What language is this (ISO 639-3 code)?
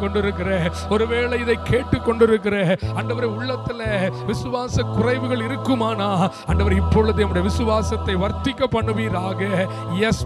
tam